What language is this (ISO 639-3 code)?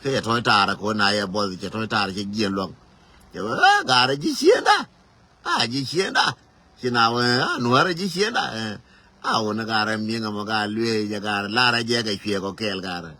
nus